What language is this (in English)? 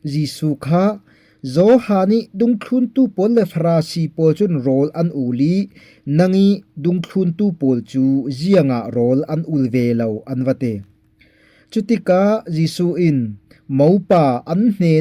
Falam Chin